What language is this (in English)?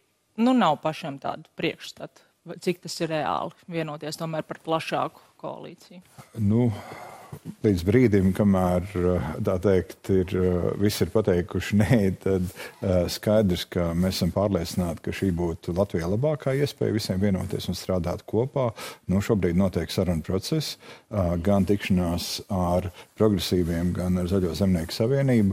Latvian